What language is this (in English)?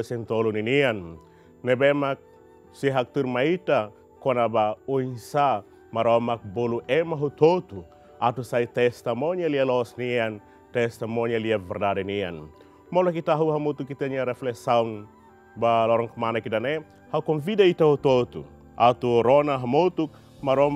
Tetum